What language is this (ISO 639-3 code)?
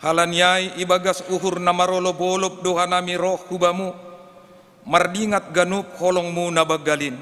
bts